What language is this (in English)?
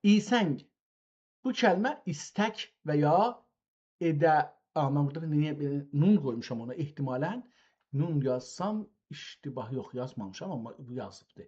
South Azerbaijani